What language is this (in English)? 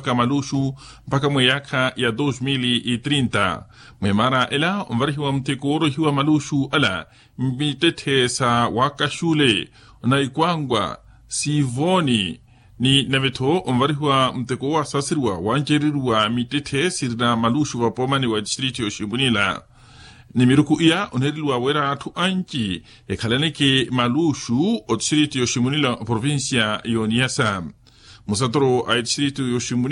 Makhuwa